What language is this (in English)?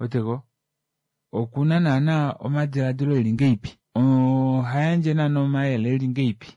Kuanyama